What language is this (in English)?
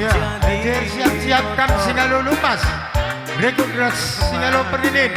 Batak Karo